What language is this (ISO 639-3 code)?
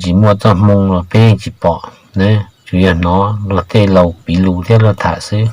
hmn